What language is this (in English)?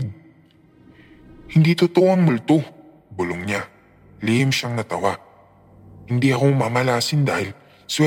Filipino